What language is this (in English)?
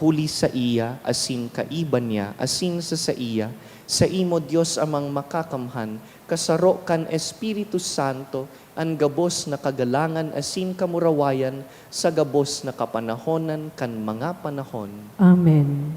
Bikol